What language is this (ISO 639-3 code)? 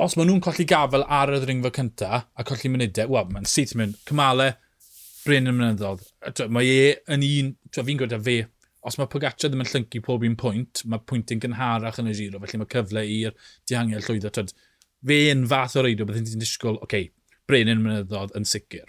cym